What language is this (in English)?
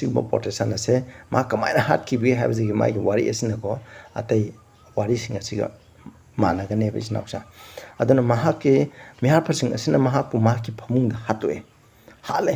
Manipuri